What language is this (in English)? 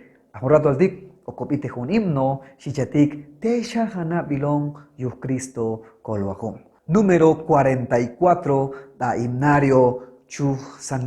Chuj